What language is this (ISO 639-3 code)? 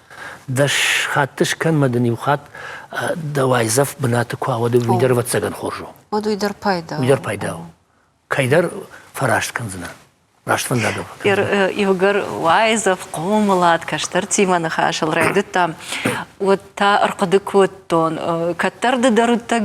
oss